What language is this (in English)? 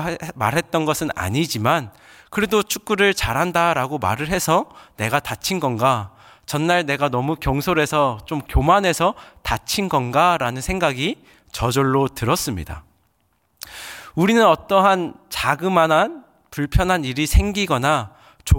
Korean